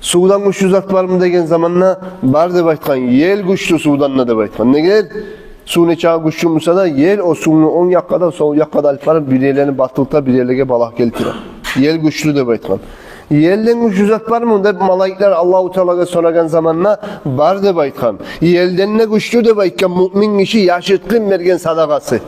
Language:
Kumyk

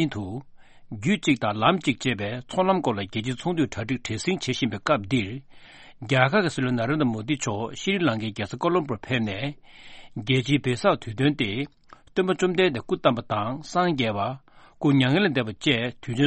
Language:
Tibetan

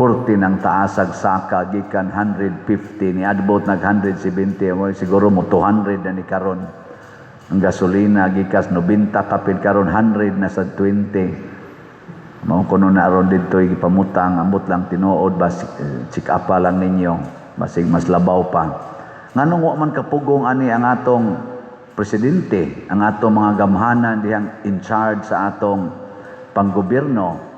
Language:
Cebuano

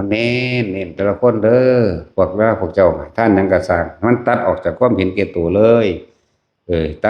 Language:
Northeastern Thai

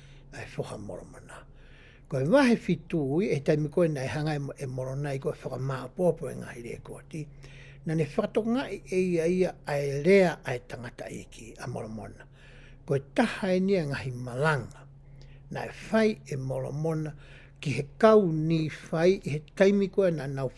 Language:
Tongan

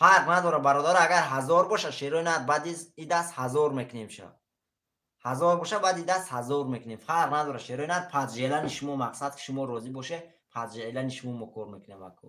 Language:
Tajik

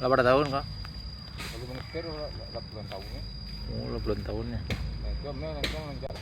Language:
Minangkabau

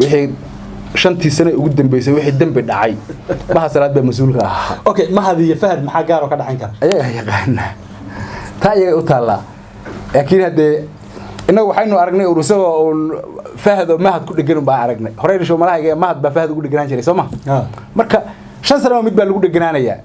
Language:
Somali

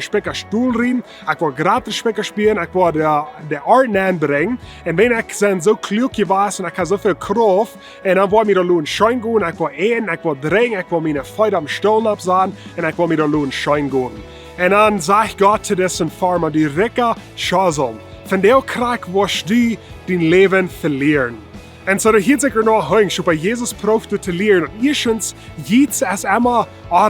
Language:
Plautdietsch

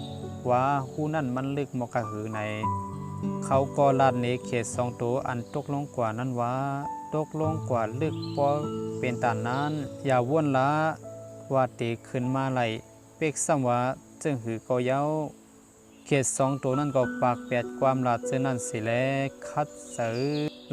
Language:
Shan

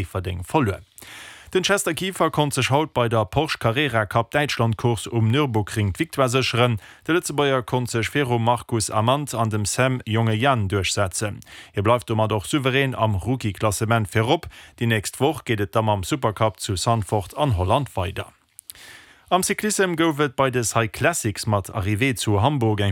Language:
Luxembourgish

